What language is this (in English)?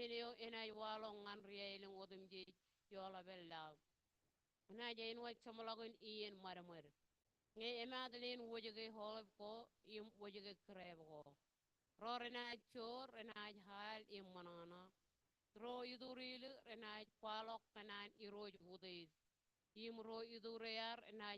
Marshallese